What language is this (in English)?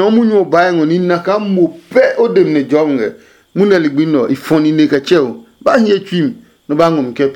Adangme